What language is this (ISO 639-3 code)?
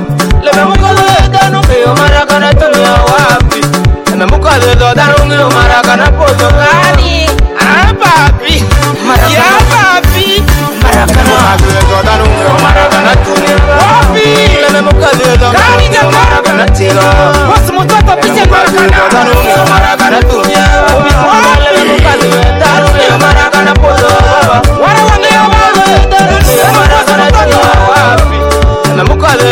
swa